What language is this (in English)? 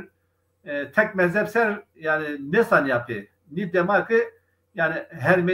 Zaza